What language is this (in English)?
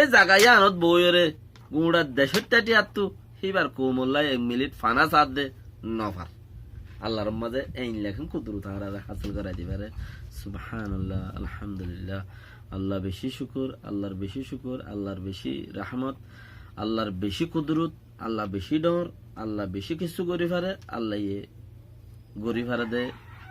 Rohingya